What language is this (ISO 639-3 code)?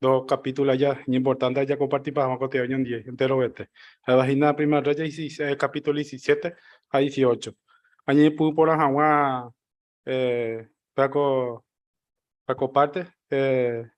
grn